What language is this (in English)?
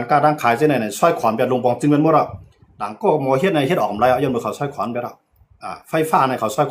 Shan